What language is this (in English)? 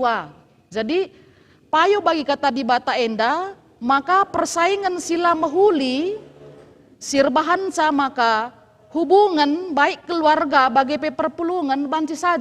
Batak Karo